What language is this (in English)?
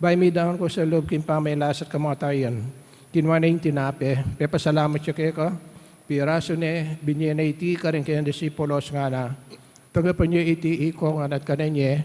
Pampanga